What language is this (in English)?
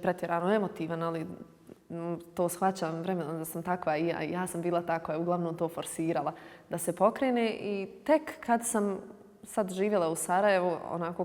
Bosnian